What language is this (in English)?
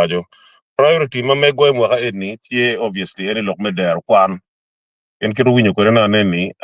Acoli